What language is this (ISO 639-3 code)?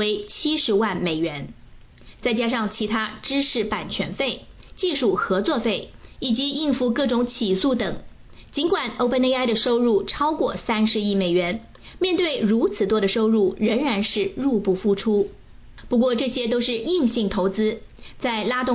zho